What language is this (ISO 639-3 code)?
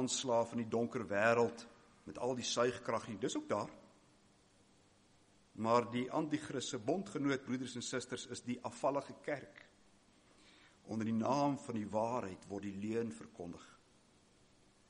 afr